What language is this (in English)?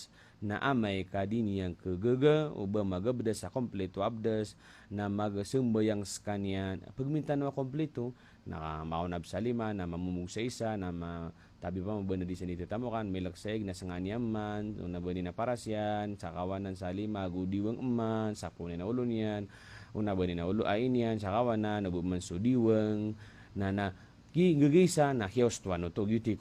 Maranao